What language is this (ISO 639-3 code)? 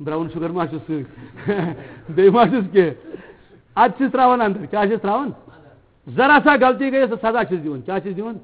kas